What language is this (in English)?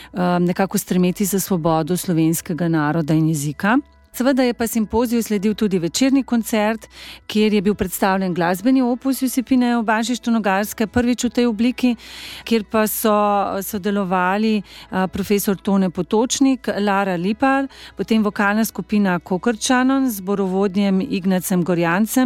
Slovenian